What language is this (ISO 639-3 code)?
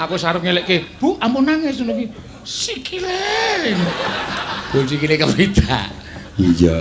jav